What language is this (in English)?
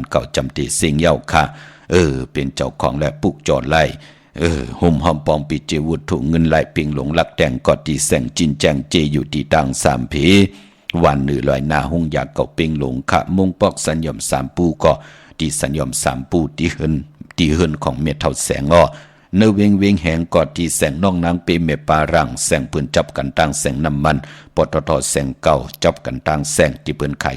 Shan